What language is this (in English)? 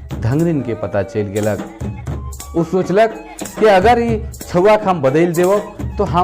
Sadri